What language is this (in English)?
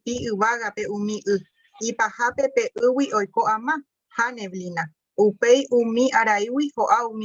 Guarani